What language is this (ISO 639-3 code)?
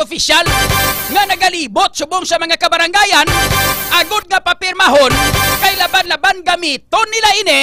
hil